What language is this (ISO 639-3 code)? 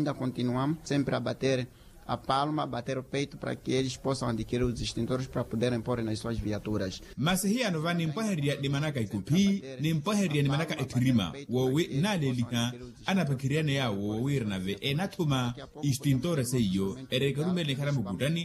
vmw